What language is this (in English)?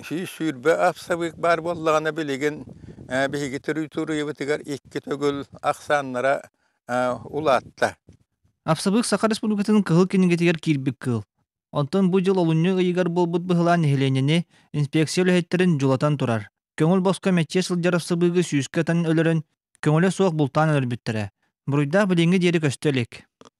Yakut